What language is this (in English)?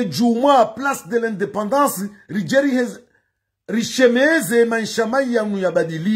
Ngazidja Comorian